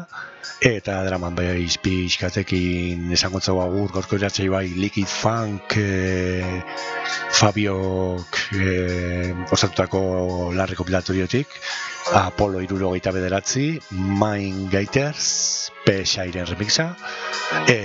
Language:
Basque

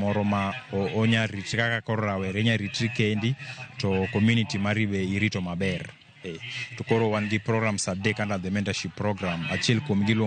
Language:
Luo (Kenya and Tanzania)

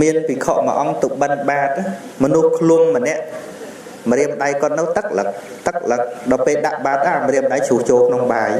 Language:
Khmer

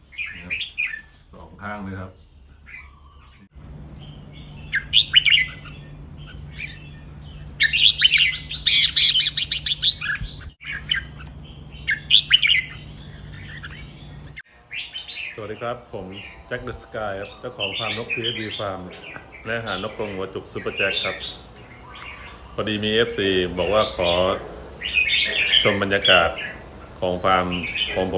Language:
Thai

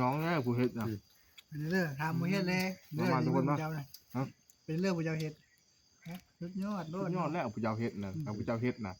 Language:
Northeastern Thai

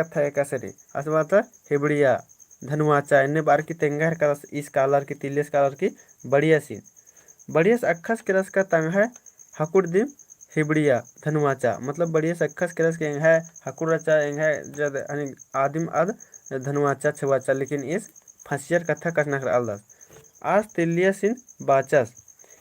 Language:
Kurukh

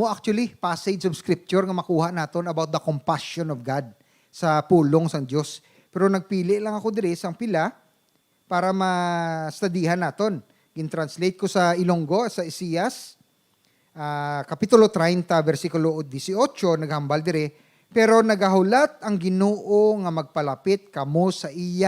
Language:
Hiligaynon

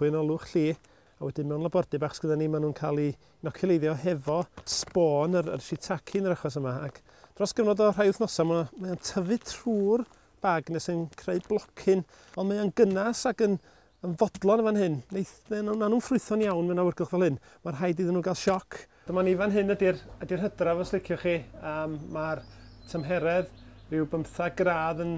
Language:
Welsh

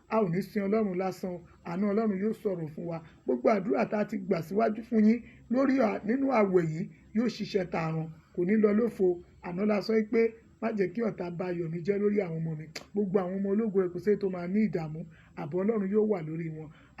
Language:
Yoruba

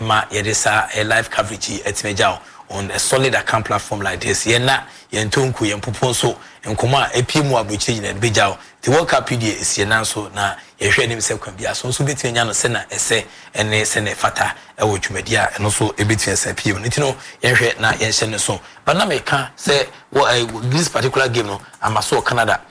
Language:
Akan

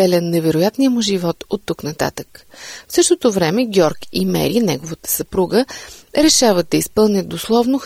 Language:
Bulgarian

